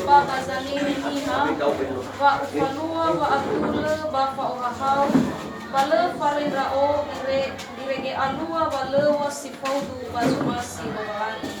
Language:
Nias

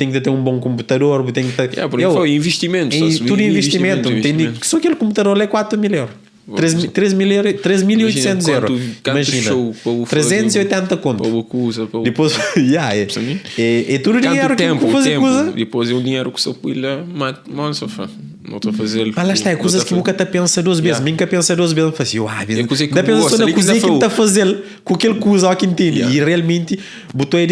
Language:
Kabuverdianu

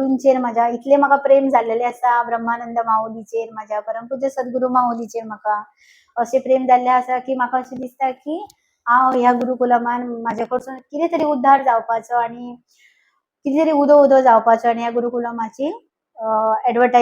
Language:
Konkani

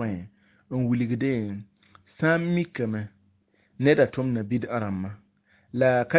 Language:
Mossi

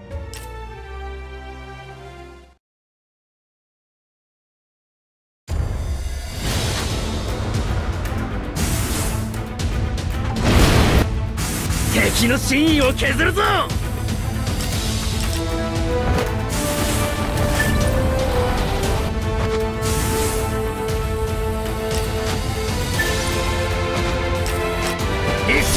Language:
Japanese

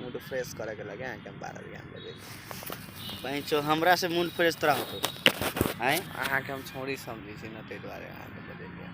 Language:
Maithili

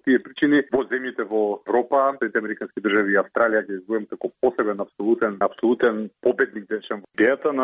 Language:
Macedonian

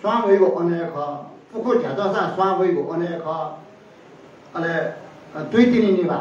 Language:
Newari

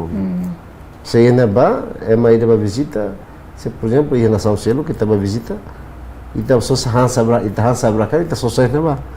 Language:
Tetum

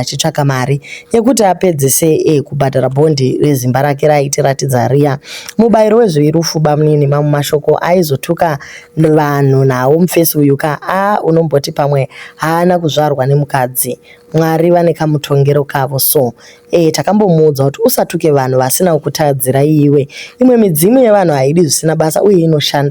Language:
Shona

